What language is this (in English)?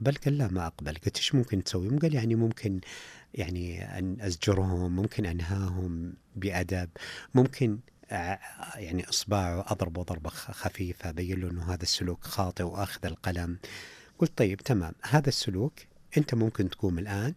Najdi Arabic